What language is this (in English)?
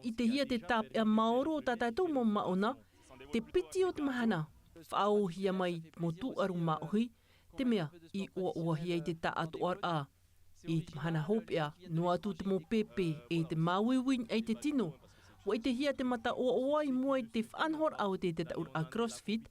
Tahitian